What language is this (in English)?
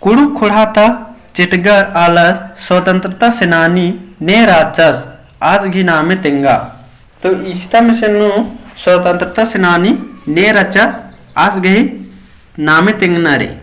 Kurukh